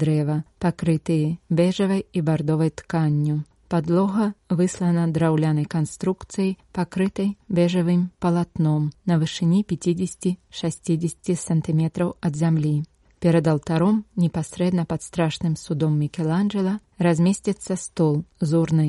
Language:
Belarusian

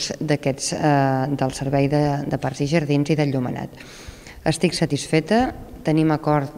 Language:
Catalan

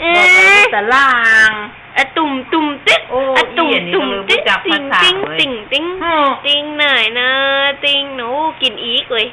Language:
Lao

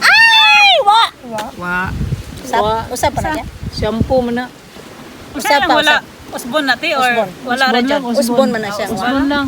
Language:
Cebuano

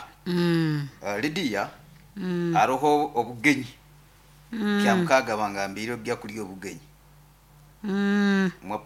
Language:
Nyoro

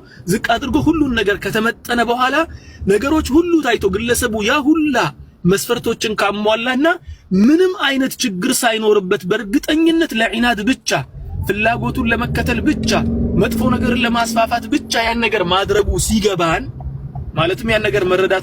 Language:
Amharic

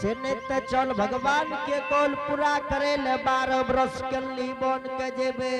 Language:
Angika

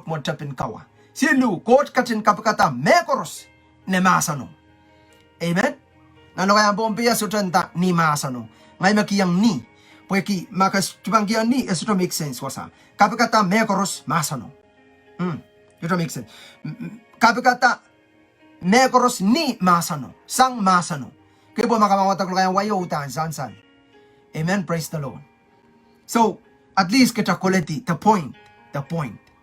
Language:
Pohnpeian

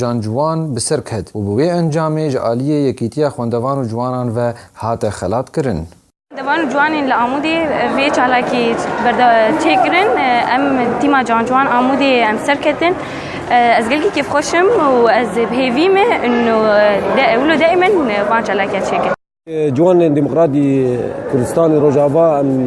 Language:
Kurdish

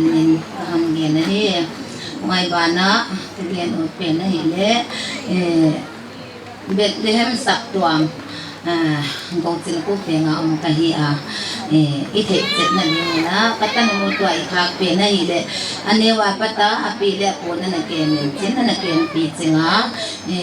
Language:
Paite Chin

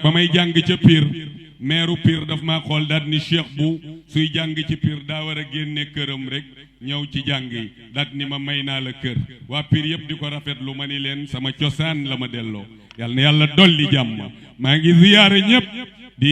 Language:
Wolof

